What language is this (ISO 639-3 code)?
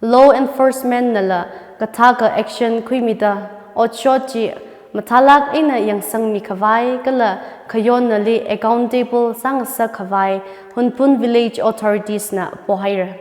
nmf